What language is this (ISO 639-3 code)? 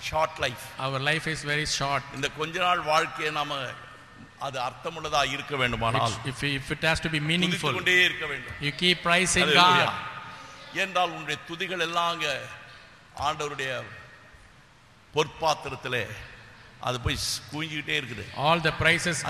tam